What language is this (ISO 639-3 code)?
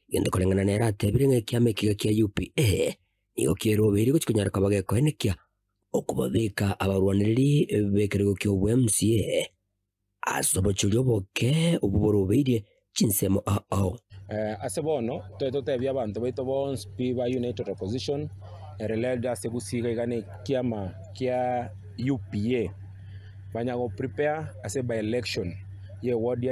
guz